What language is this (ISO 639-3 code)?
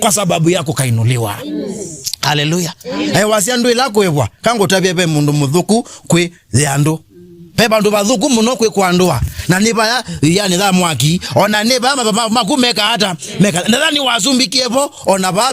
kam